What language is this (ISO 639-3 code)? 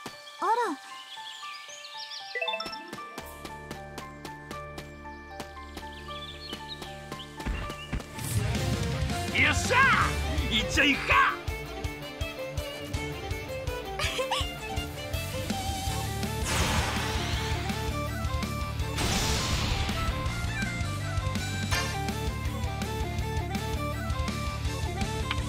jpn